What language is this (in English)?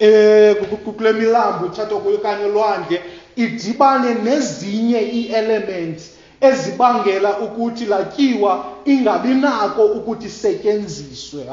Xhosa